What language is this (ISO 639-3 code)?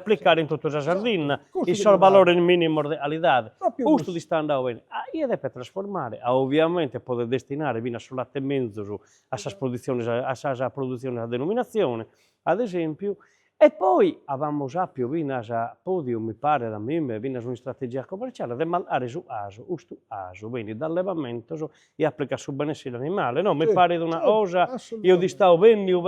srd